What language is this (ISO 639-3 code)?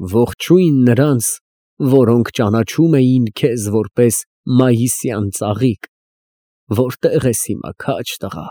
hye